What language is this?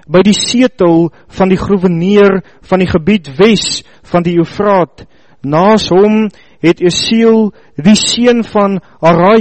Afrikaans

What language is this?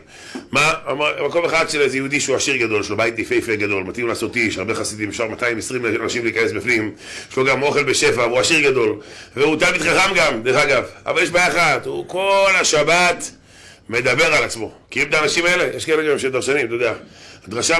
Hebrew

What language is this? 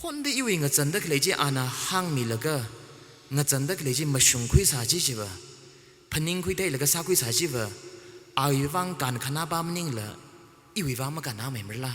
Tangkhul Naga (India)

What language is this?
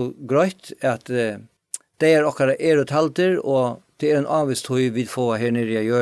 Faroese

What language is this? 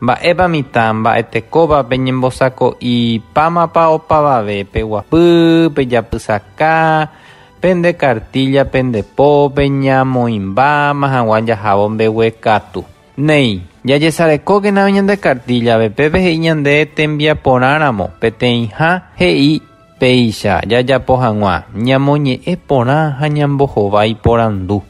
Guarani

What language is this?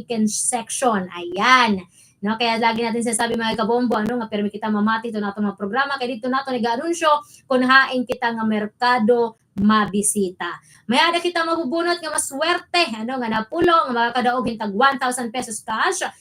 Waray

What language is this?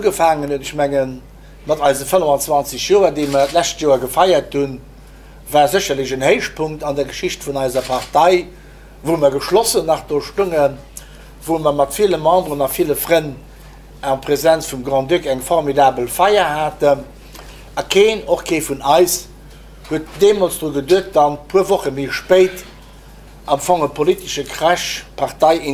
Luxembourgish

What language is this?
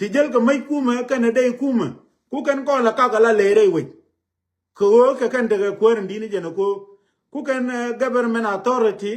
Nuer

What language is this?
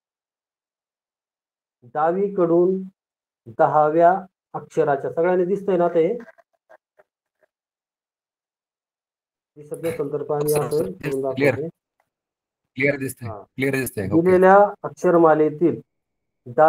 Marathi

